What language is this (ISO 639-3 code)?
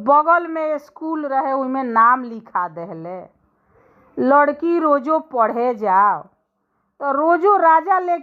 bho